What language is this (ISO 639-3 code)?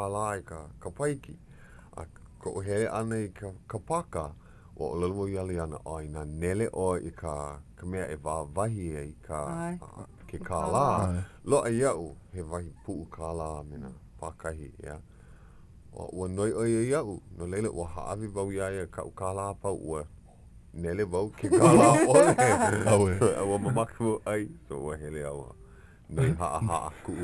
haw